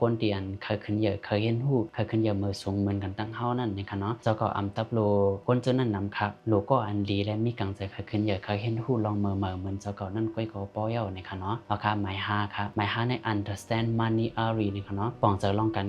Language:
Shan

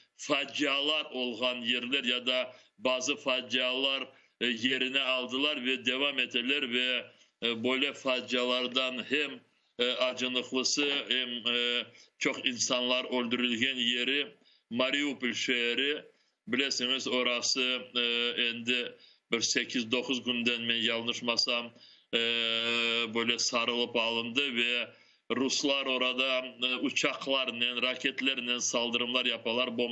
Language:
Crimean Tatar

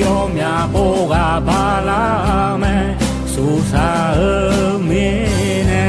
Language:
Akha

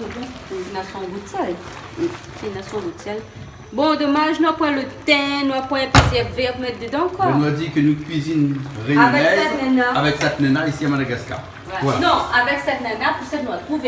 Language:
Réunion Creole French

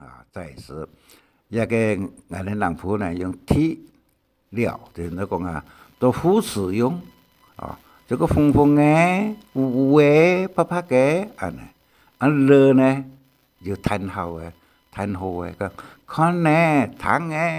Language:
Hakka Chinese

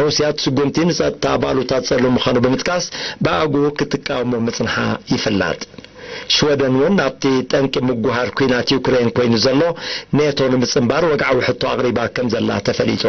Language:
Tigrinya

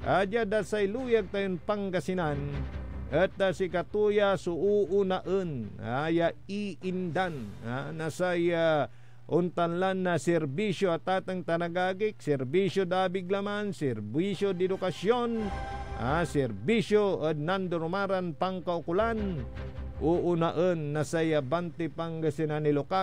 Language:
Pangasinan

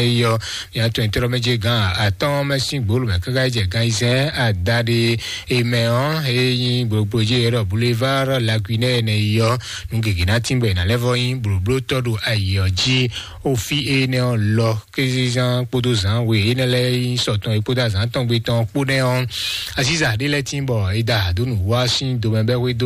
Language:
Fon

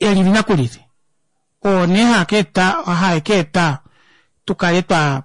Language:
Kuanyama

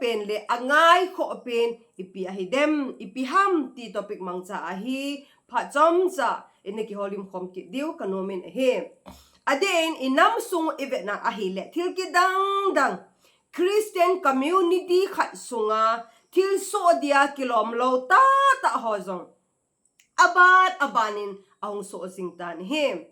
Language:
Thado Chin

